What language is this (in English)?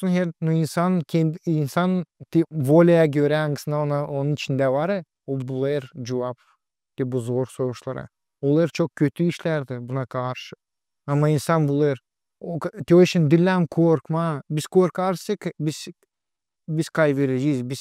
Gagauz